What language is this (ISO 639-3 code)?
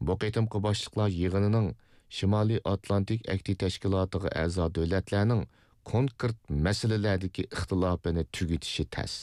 uig